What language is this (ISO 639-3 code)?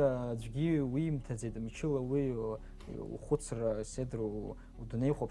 abk